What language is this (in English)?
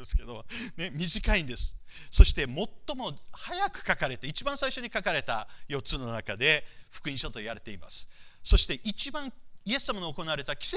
Japanese